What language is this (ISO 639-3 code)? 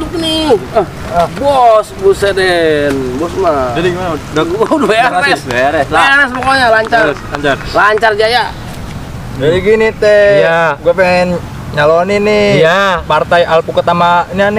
bew